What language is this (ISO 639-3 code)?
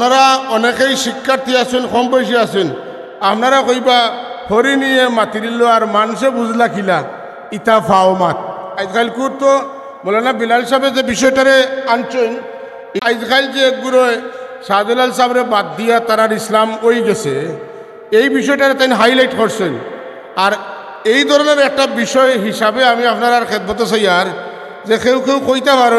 syl